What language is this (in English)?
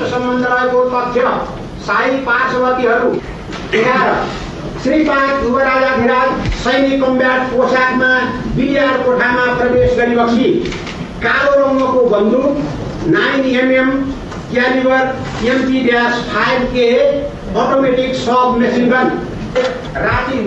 Nepali